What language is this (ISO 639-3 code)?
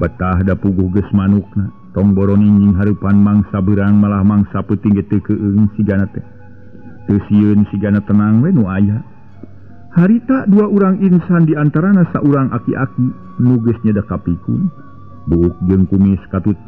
sun